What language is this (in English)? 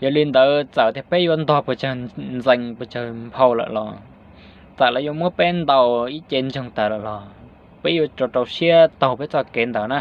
Hmong